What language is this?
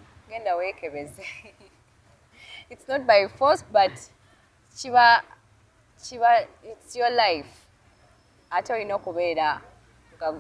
Ganda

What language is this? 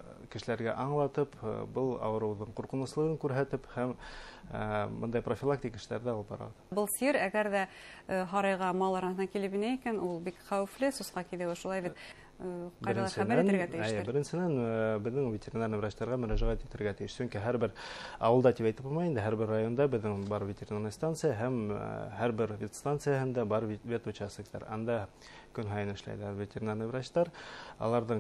Bashkir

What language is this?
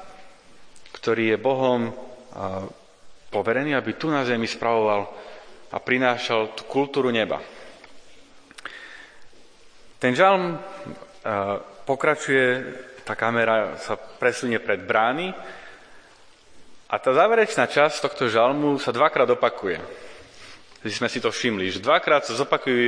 Slovak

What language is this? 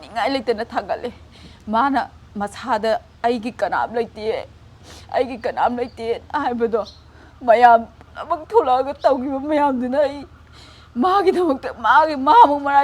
Manipuri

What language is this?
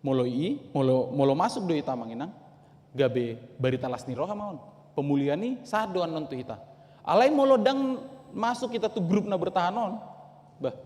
Batak Toba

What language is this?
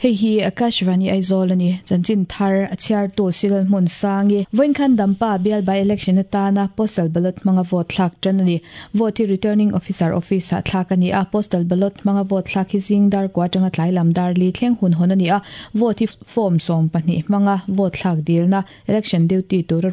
Mizo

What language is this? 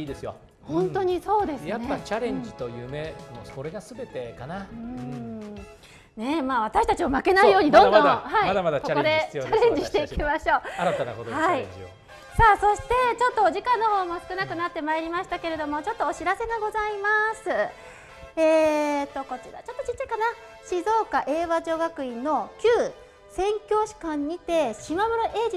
Japanese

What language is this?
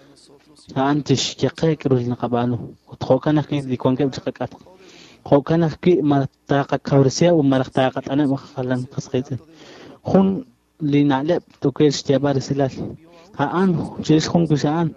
Kekchí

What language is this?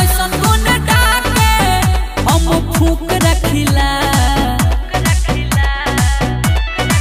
Bhojpuri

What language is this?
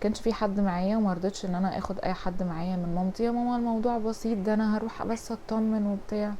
Egyptian Arabic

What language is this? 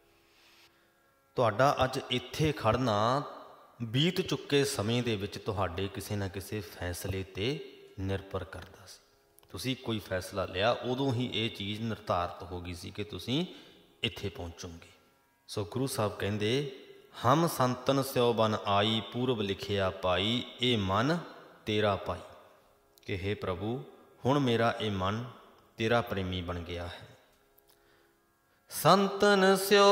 Punjabi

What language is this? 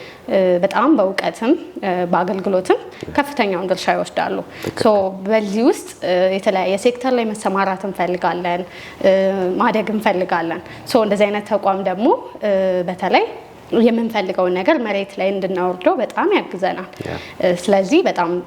Amharic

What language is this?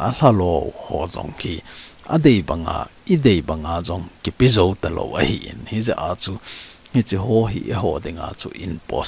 Thado Chin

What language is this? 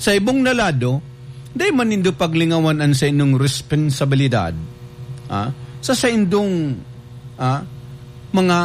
Bikol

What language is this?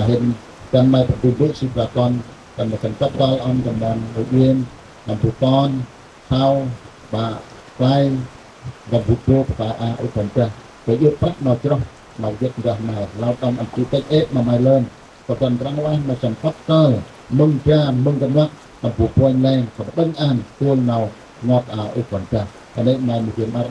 Central Mnong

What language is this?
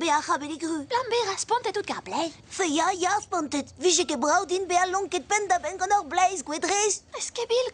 Breton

